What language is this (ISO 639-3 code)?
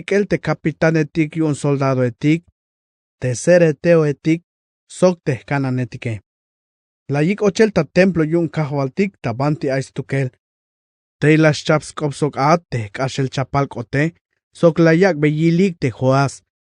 tzh